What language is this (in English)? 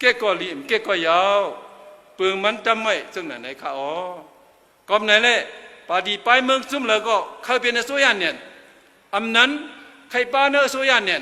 Shan